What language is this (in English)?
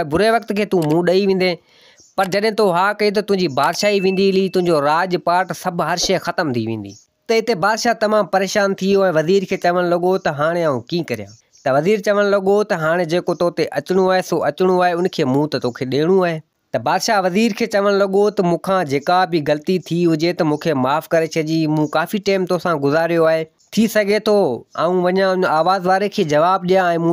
Sindhi